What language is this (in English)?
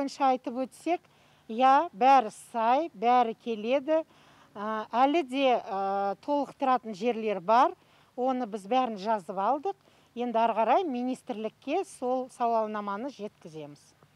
Kazakh